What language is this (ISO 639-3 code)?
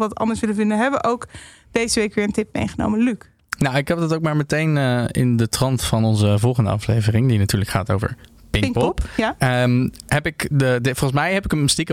nld